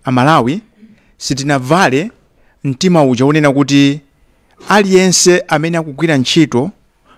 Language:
Nyanja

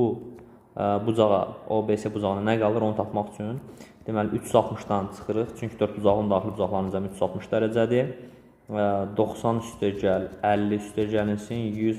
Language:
Azerbaijani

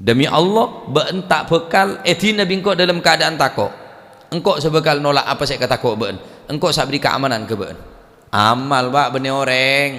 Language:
Madurese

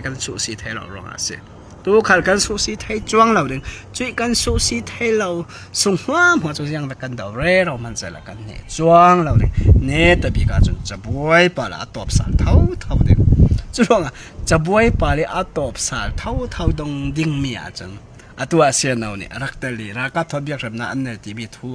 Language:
Falam Chin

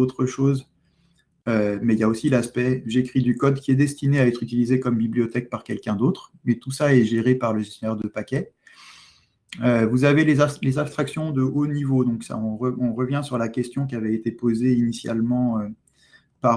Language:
French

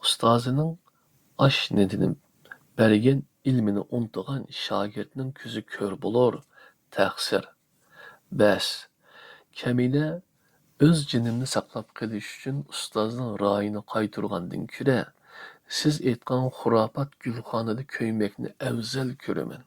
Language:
Uyghur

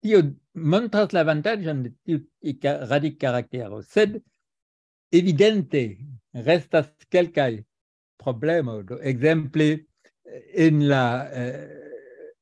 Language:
Esperanto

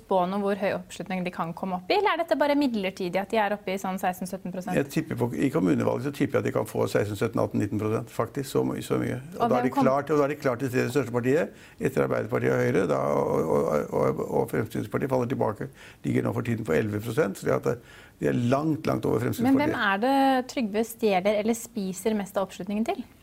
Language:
Norwegian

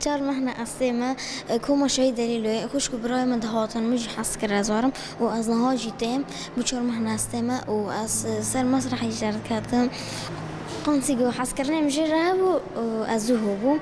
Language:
Kurdish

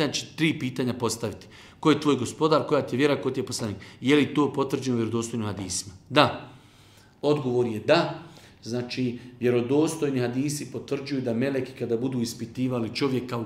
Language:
Bosnian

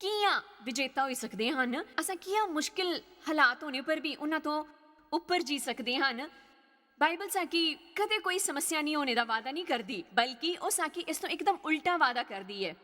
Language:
Dogri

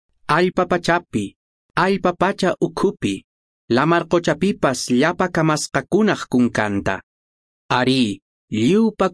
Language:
Quechua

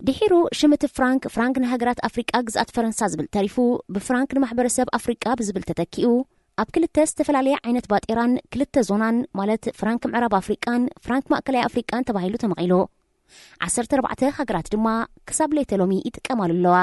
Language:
Tigrinya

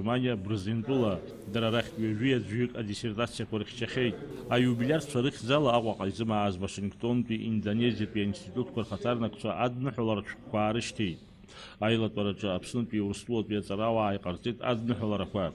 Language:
Abkhazian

